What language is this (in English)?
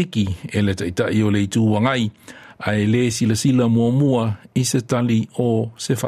Samoan